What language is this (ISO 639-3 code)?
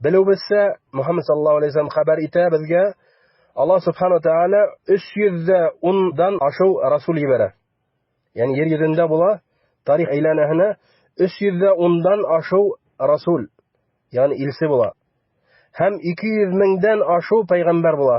bak